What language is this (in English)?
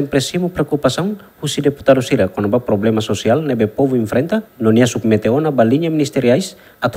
Tetum